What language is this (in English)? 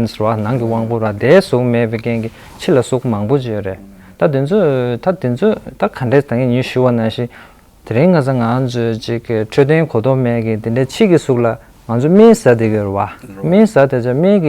Tibetan